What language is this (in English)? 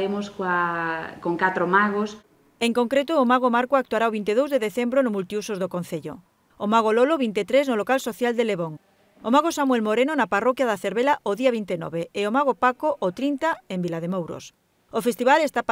Galician